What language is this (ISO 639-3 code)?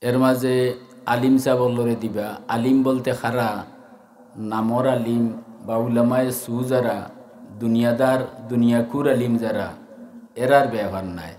syl